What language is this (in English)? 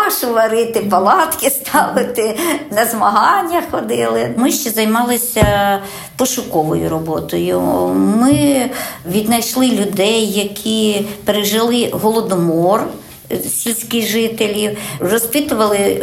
Ukrainian